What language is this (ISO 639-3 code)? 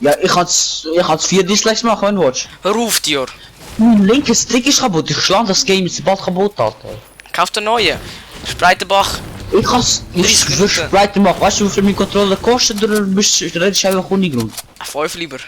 gsw